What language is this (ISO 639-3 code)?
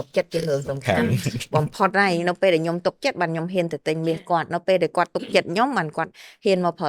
khm